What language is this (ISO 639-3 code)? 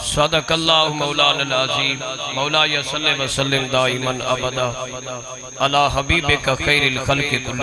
skr